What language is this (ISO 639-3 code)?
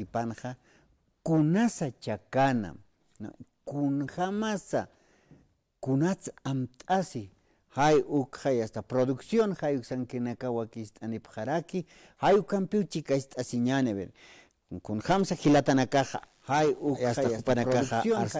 aym